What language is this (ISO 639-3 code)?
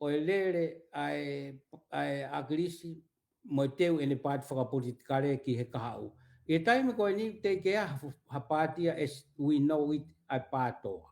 ton